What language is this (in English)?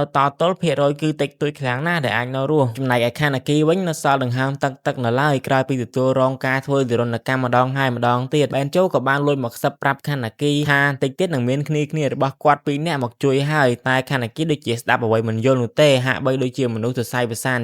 Khmer